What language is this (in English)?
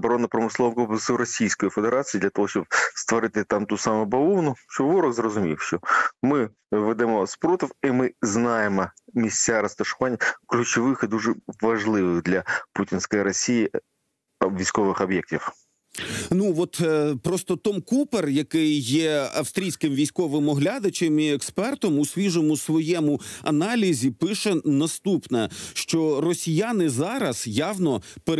Ukrainian